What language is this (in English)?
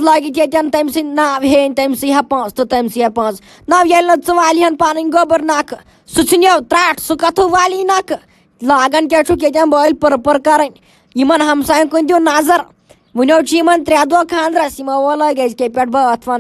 Kashmiri